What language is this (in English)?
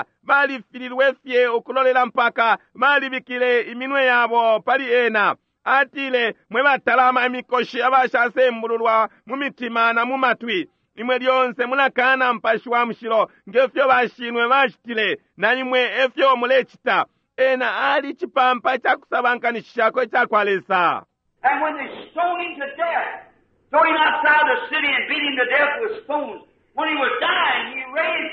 Bemba